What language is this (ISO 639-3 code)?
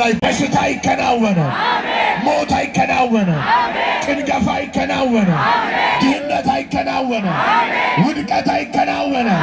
amh